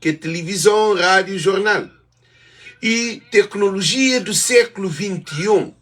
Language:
Kabuverdianu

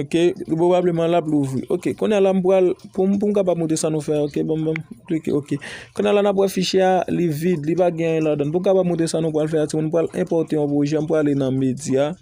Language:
Haitian Creole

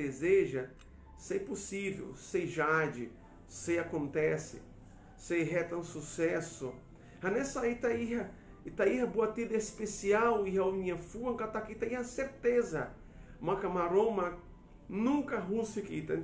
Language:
Tetum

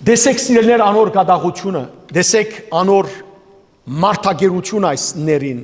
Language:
Western Armenian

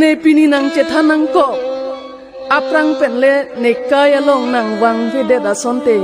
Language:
Karbi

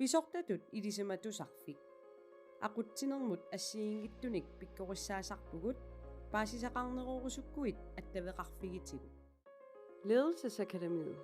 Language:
Kalaallisut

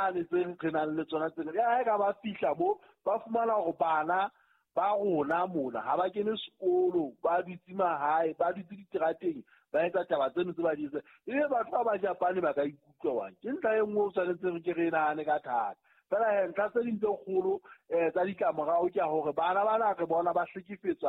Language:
Southern Sotho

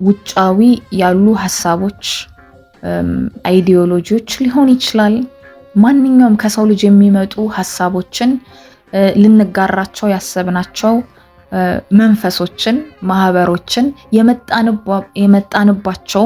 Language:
Amharic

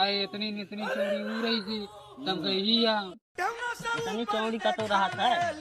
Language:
Awadhi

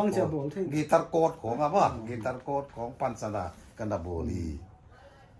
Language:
Paite Chin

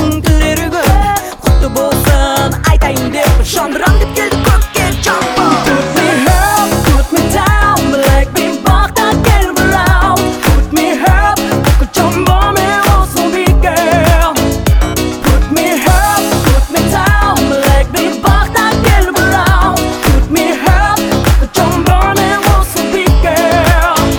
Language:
Kazakh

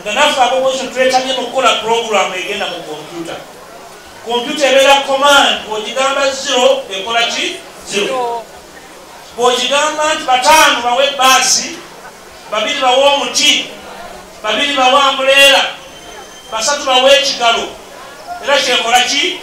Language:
Ganda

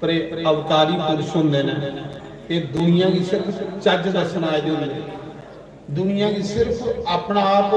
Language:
Dogri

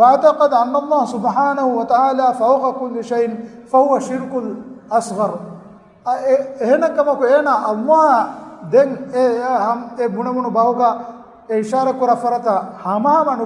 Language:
Divehi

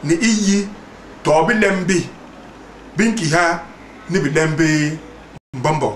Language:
Basaa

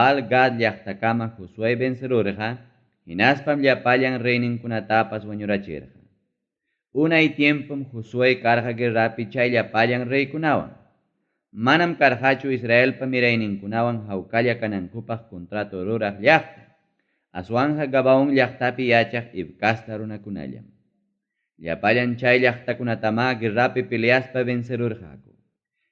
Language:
Ayacucho Quechua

